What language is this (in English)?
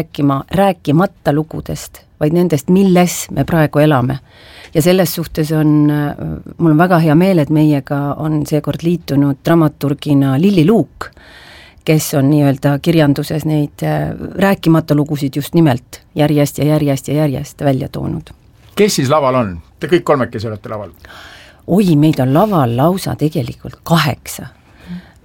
Estonian